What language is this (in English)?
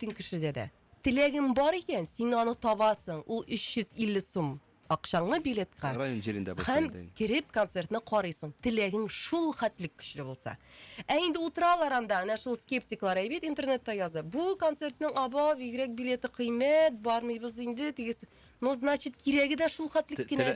Tatar